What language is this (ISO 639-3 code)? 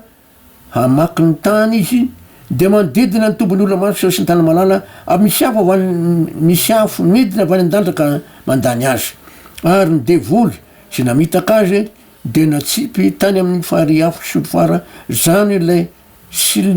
mlg